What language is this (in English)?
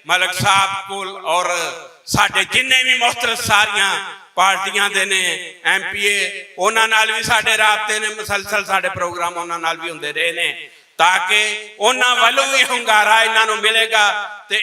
Western Panjabi